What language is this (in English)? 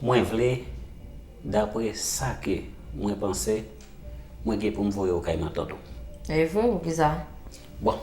Haitian Creole